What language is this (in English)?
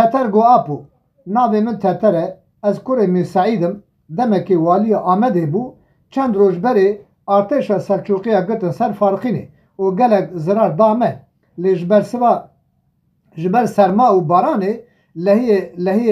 Kurdish